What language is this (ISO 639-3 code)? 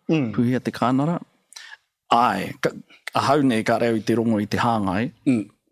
mri